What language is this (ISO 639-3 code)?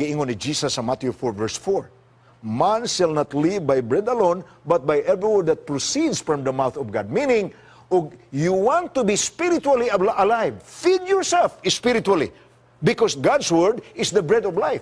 ceb